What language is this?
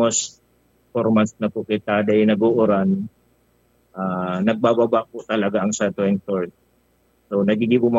Bikol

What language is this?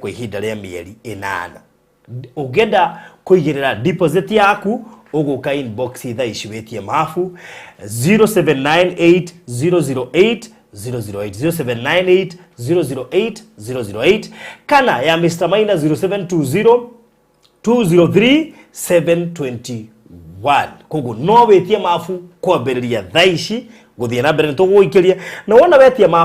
Kikuyu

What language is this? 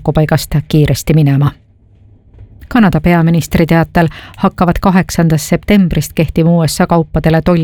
Estonian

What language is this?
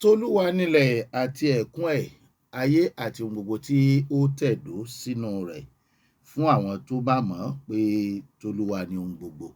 Yoruba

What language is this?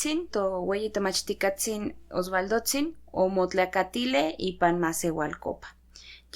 Central Nahuatl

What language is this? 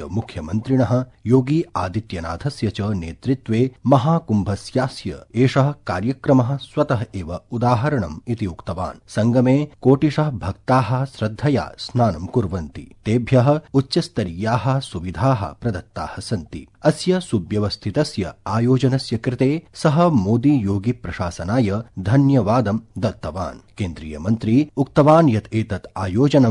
Sanskrit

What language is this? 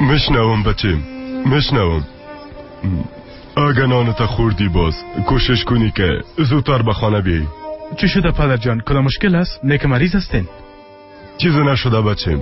Persian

